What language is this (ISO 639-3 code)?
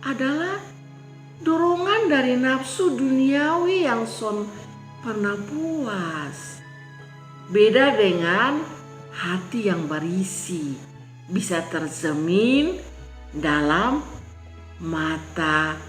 mkn